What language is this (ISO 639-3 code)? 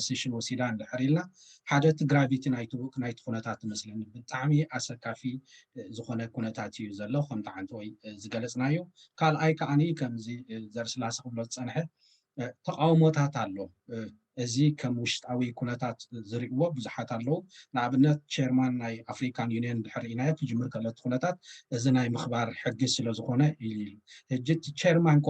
tir